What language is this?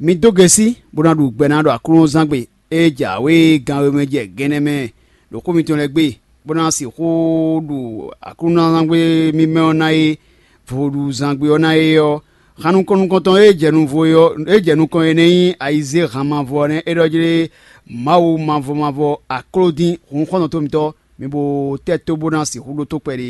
Fon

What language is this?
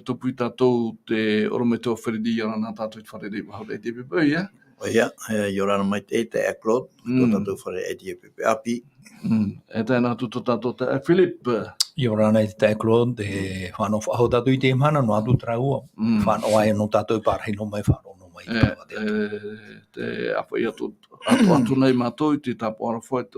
Tahitian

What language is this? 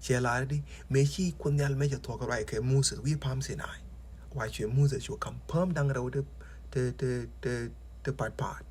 Nuer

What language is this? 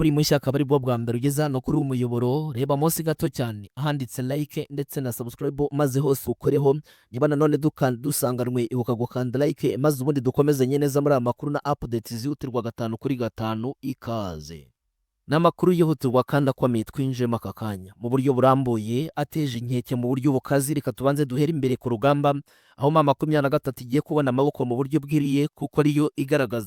Kinyarwanda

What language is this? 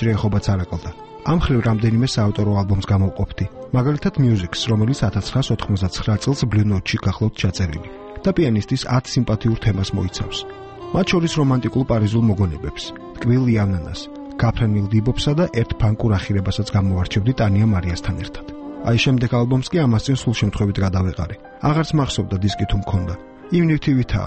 Georgian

